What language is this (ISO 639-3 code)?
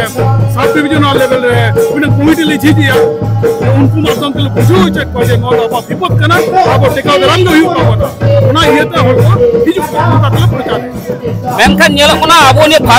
sat